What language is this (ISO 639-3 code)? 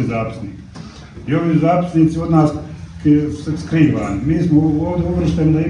bos